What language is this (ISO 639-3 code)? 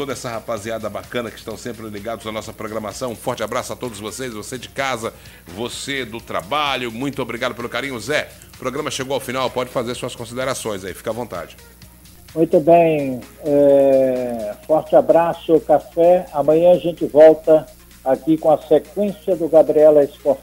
por